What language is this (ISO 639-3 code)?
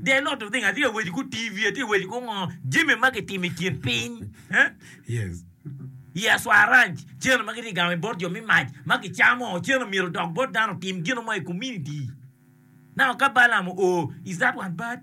ach